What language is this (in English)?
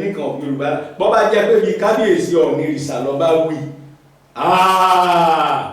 Yoruba